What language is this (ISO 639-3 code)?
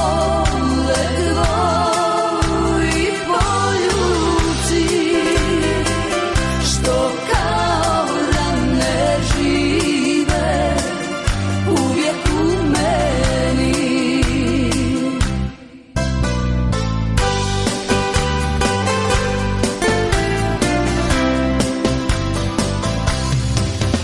srp